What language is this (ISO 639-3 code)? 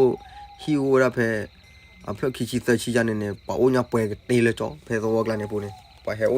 ksw